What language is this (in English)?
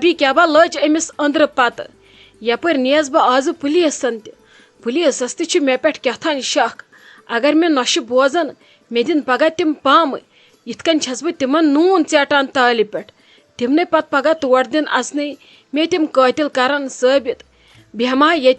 Kashmiri